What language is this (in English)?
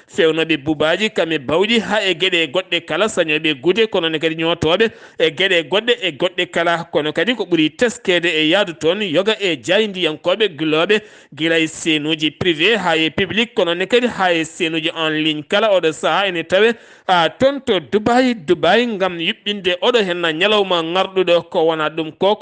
Fula